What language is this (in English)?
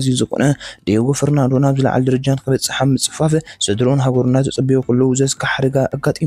Tigrinya